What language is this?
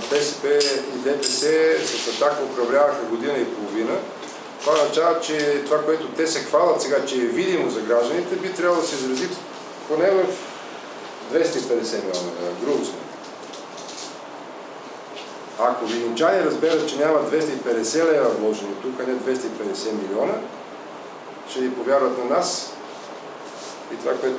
Bulgarian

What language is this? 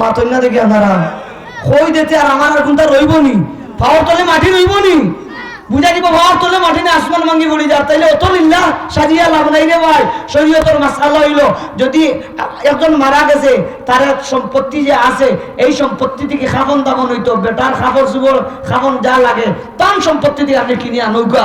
Sylheti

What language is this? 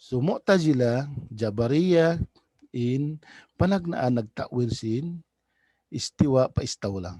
Tausug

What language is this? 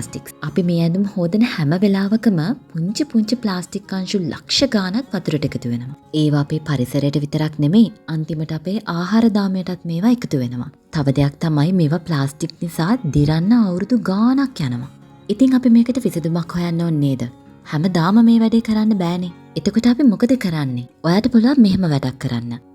Sinhala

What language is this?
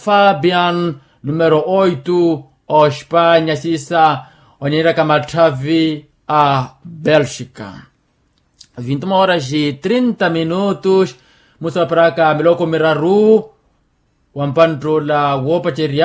Makhuwa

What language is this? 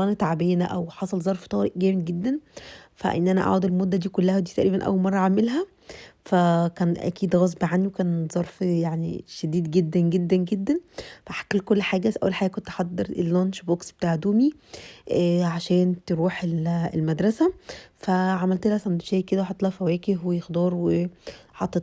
Egyptian Arabic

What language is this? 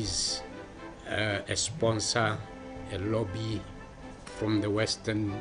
Tswana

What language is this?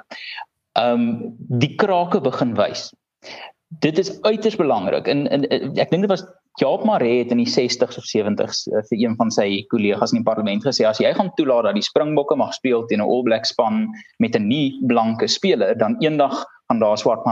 Afrikaans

